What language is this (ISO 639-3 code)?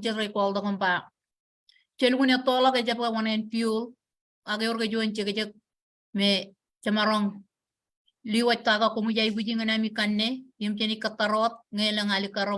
mah